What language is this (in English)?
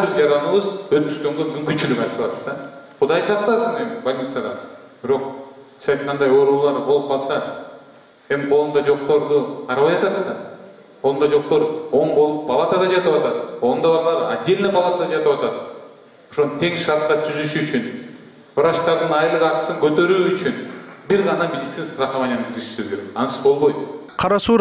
Kyrgyz